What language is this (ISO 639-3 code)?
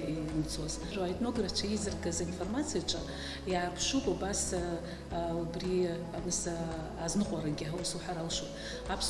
abk